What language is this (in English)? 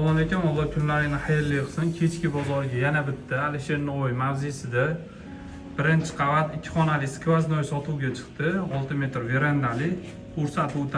Uzbek